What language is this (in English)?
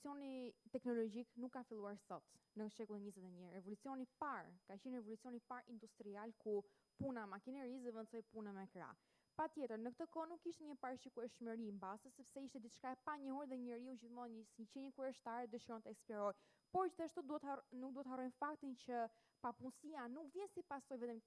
Albanian